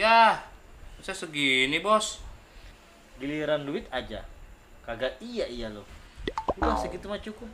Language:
Betawi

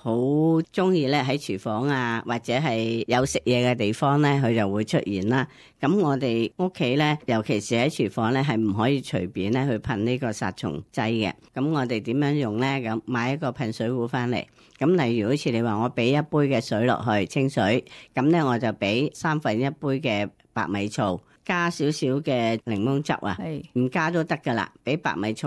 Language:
Cantonese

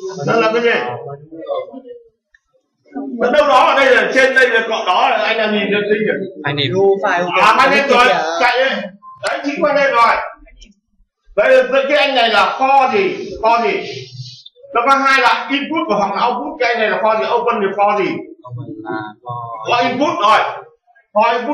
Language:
Vietnamese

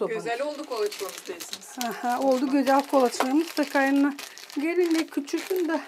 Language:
Gagauz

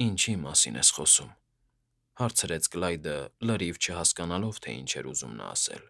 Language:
Armenian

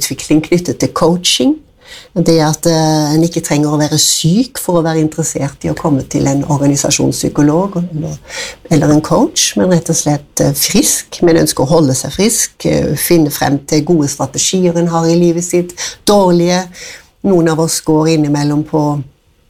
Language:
Norwegian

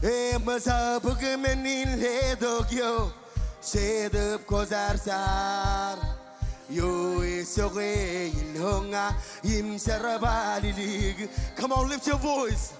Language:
Marshallese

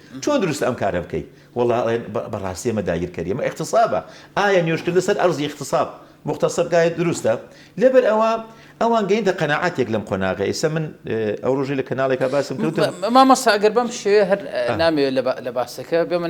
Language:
Central Kurdish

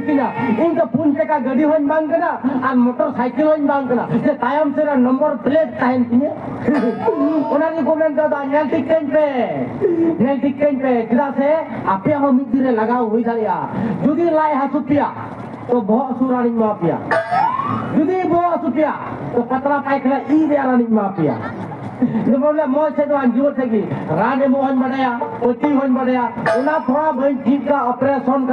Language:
Santali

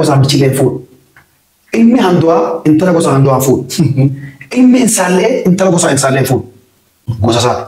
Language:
Oromo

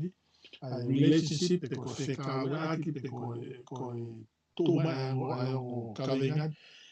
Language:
Tongan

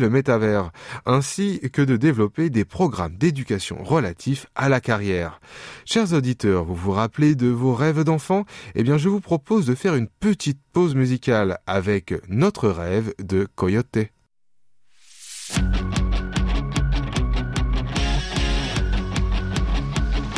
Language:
French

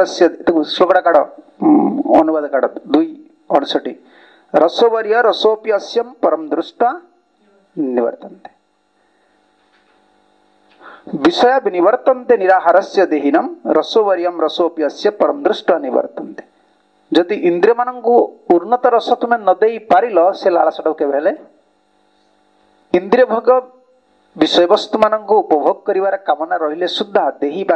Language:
Odia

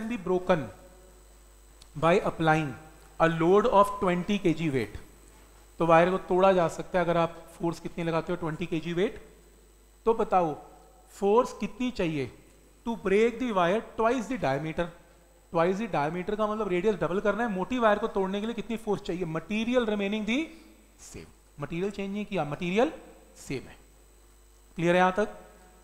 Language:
Hindi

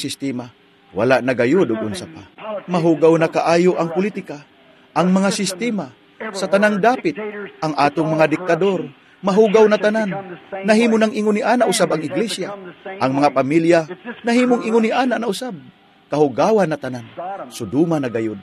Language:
Cebuano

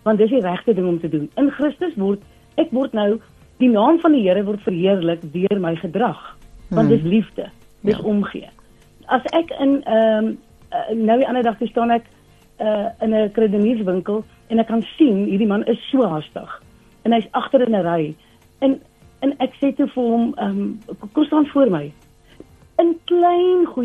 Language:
Afrikaans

